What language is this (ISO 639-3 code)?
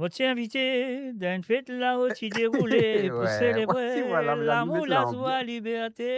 mfe